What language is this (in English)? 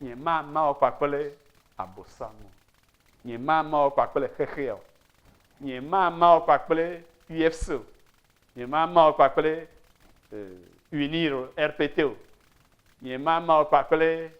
Ewe